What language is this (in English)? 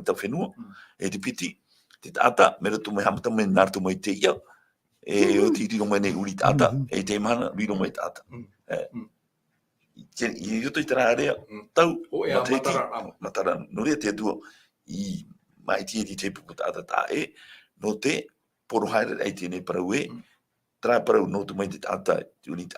Tahitian